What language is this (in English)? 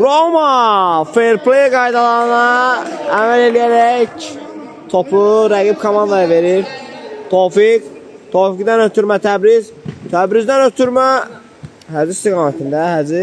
Azerbaijani